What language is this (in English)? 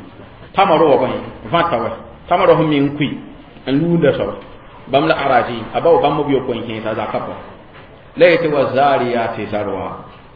Mossi